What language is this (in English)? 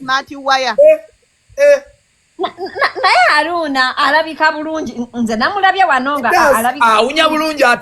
Ganda